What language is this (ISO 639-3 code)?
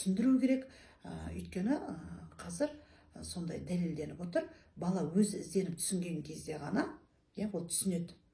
kaz